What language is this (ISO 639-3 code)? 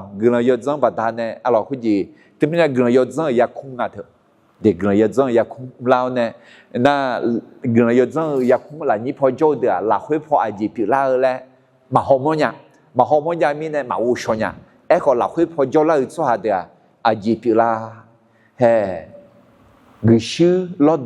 ahk